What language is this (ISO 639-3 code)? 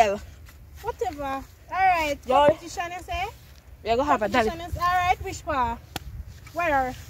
jam